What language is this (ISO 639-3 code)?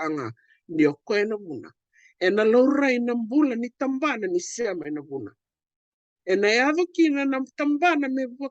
fij